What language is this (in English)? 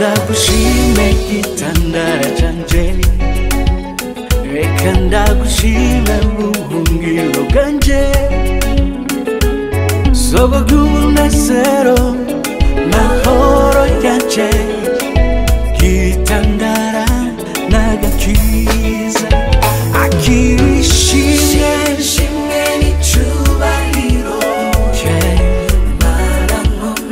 Kinyarwanda